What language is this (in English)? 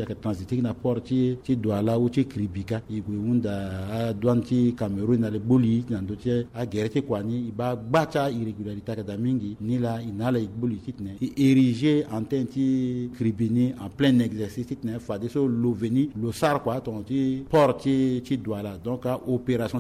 Sango